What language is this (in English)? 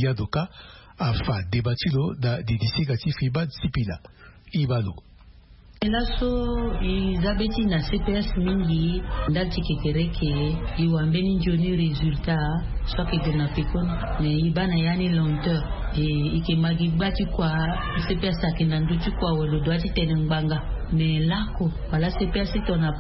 Sango